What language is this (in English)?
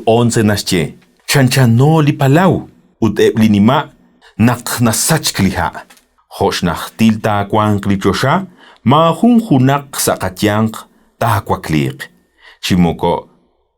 Kekchí